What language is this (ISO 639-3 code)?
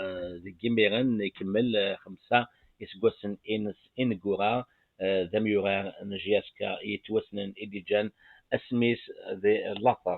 kab